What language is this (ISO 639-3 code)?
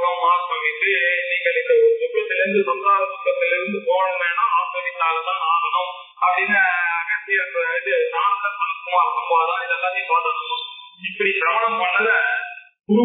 tam